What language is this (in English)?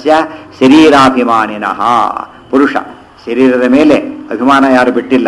Kannada